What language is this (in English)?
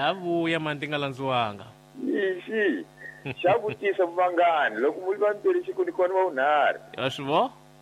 Tsonga